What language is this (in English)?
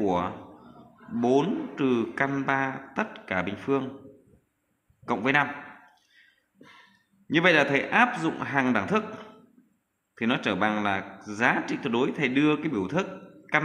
Vietnamese